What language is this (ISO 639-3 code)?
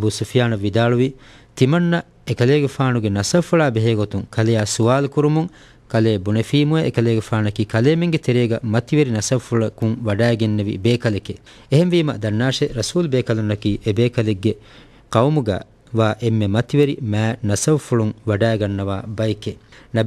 div